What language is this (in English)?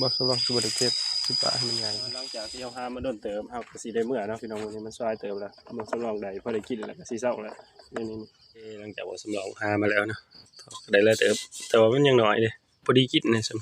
Northeastern Thai